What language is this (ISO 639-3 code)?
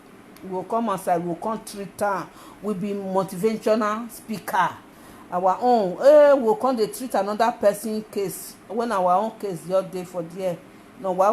pcm